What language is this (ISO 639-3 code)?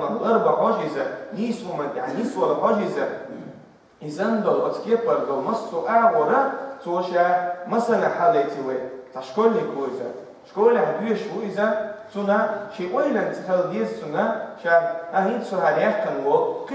che